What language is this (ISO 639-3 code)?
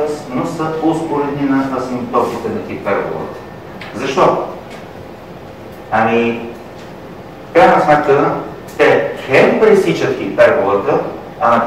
bul